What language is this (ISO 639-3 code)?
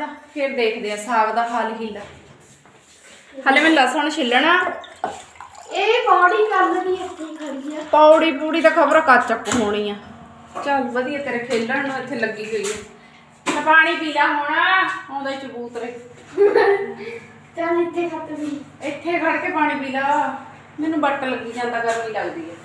pan